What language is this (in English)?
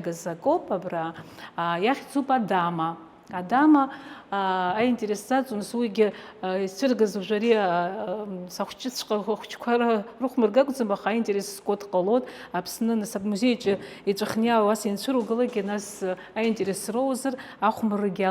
Abkhazian